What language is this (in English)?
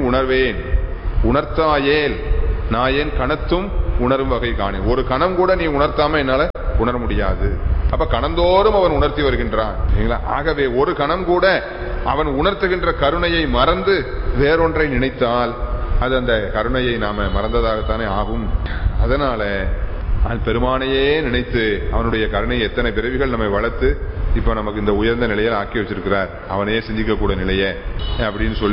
Tamil